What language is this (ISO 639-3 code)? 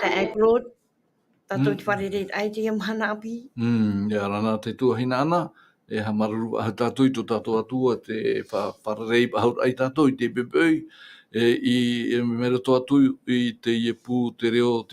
tah